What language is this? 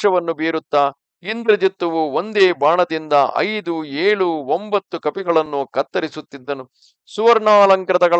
Kannada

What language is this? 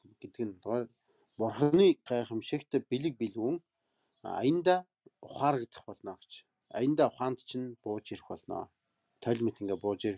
Mongolian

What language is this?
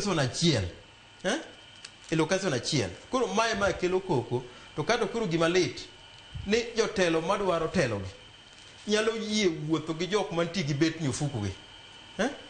Luo (Kenya and Tanzania)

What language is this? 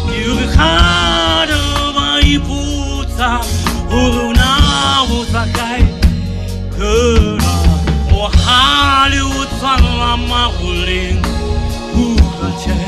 Southern Sotho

